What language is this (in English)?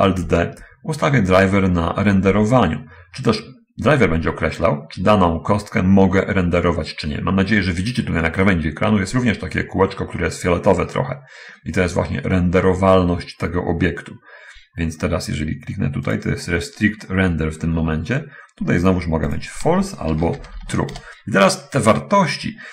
Polish